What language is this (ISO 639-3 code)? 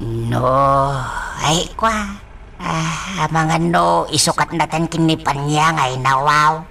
ilo